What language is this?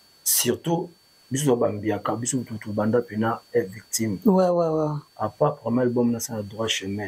Lingala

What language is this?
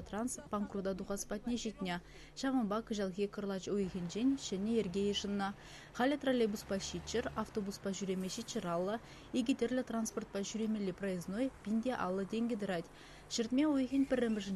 Chuvash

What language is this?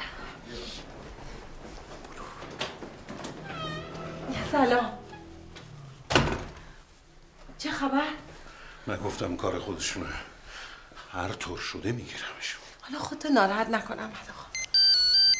Persian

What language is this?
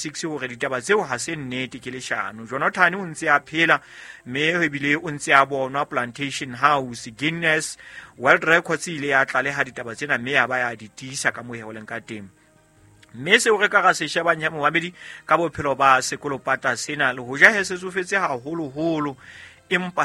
Southern Sotho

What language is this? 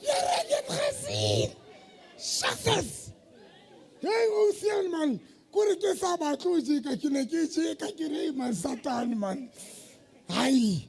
Southern Sotho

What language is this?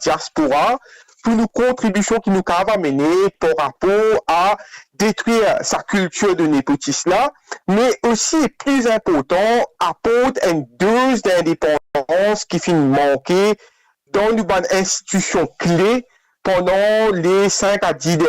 Morisyen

